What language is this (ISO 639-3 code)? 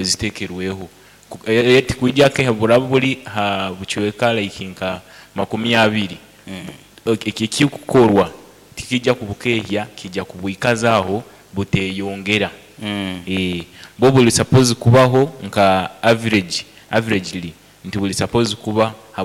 nyo